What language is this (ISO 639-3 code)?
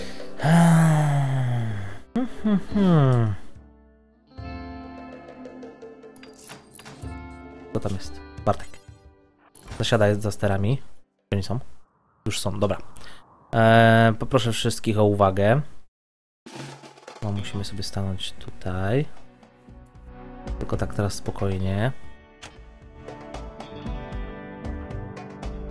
pol